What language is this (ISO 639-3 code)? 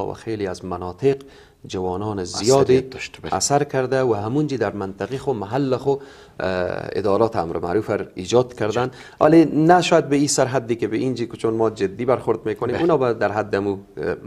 fas